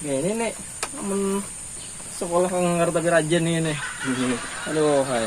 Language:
Banjar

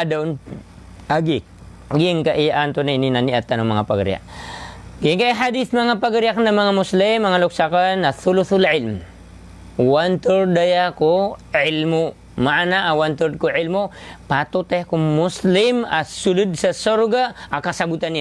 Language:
Maranao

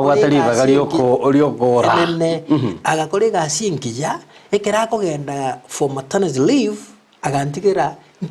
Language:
Gusii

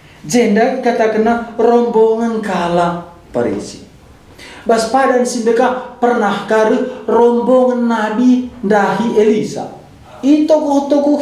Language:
Batak Karo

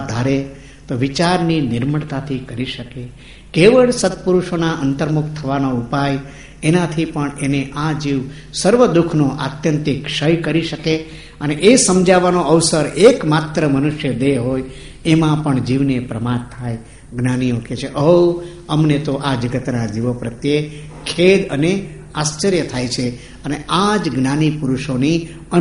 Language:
Gujarati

